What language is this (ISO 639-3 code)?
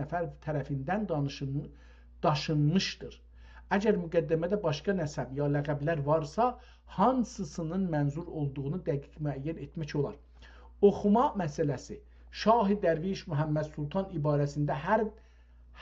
azb